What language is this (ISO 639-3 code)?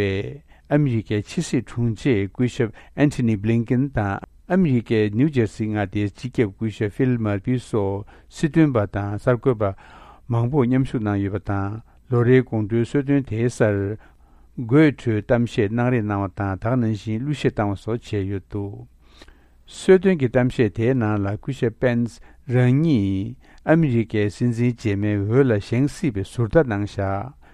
bod